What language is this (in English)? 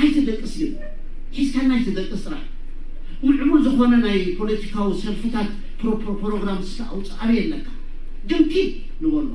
Tigrinya